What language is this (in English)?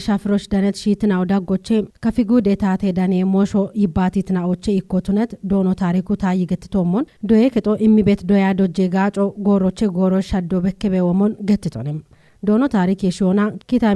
Kafa